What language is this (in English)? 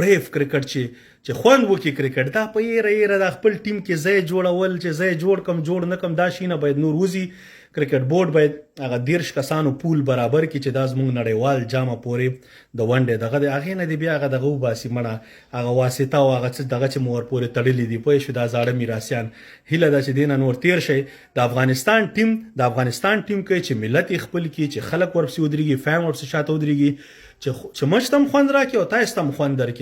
Pashto